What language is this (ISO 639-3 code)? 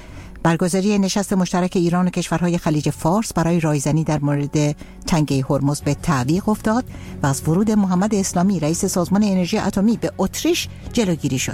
fas